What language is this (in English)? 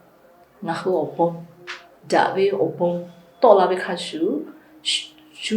Lahu